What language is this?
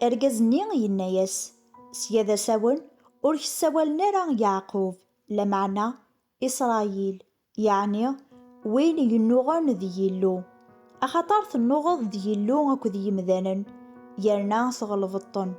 Kabyle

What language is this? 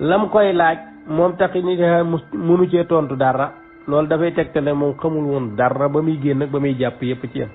Wolof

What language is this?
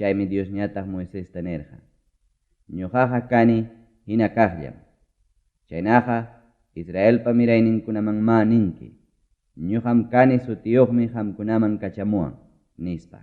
Ayacucho Quechua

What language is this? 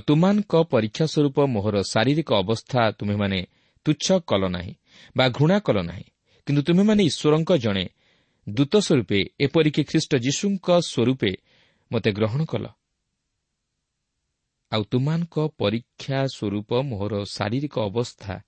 Odia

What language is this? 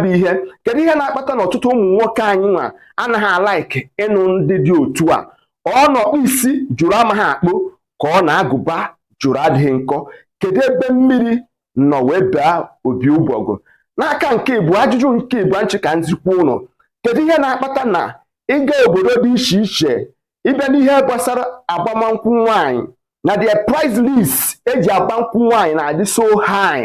Igbo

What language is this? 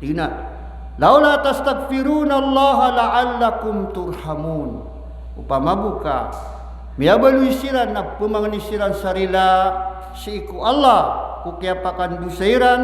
Maranao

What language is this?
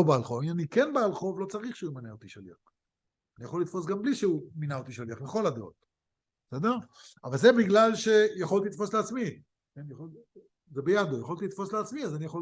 Hebrew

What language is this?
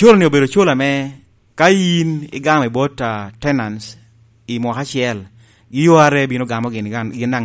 Lango (Uganda)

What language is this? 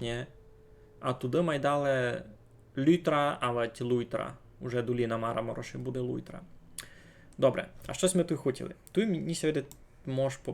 Rusyn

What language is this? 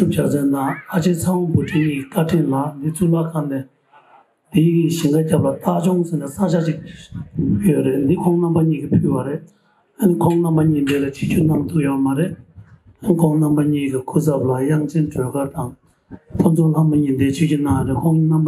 Tibetan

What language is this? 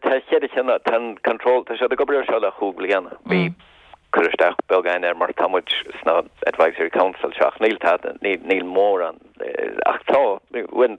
Irish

